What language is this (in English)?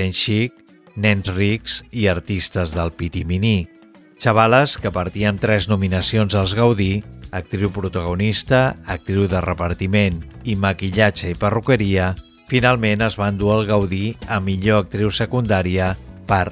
Catalan